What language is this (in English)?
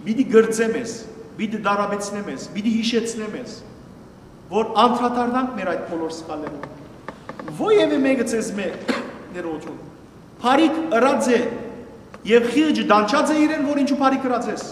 Western Armenian